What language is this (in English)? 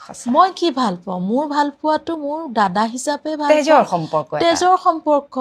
Assamese